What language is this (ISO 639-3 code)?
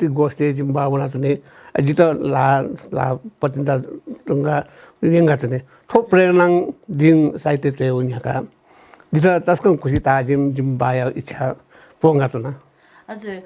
new